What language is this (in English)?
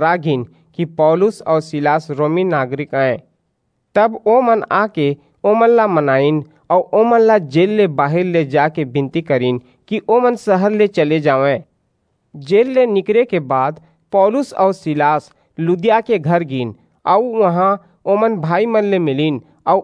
Chhattisgarhi